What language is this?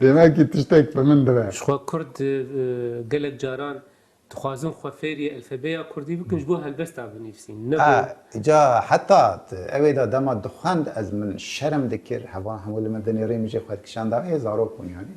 Kurdish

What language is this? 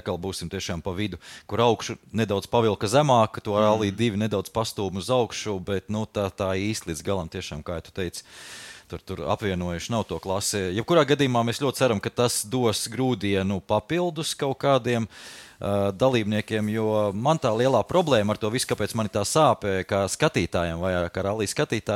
Latvian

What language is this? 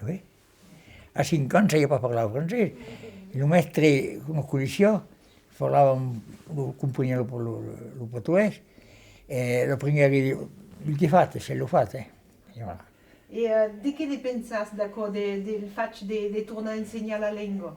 Occitan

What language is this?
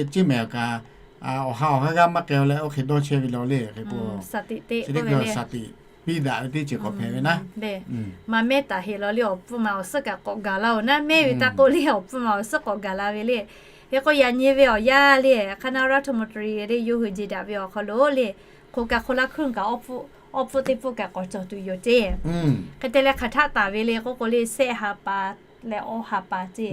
Lahu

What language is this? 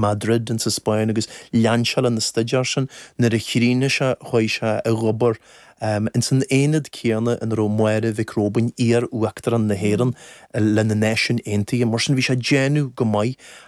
Irish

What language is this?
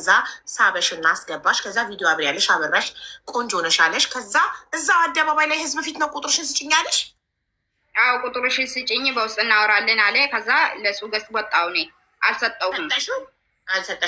Amharic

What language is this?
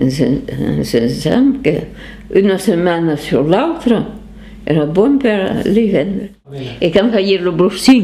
Occitan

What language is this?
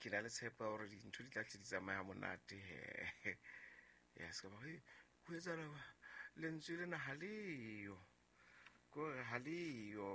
Southern Sotho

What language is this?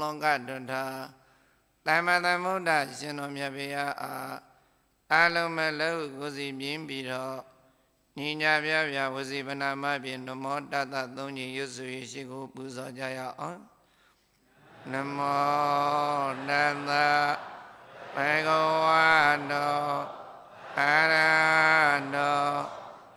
Burmese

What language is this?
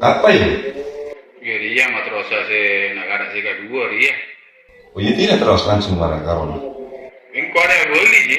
Madurese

